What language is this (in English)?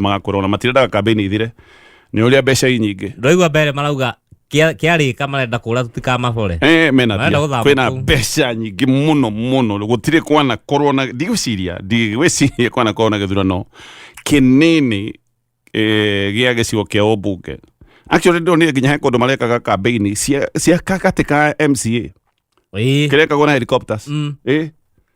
Kikuyu